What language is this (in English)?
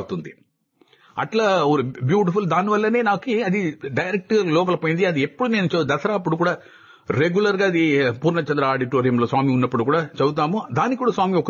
Telugu